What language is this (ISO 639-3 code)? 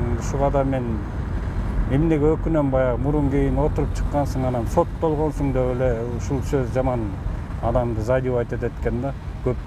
kir